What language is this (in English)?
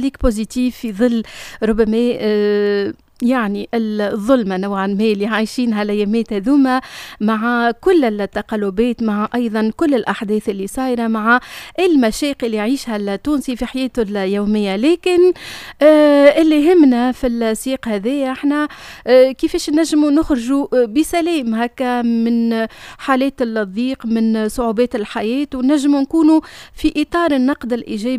Tunisian Arabic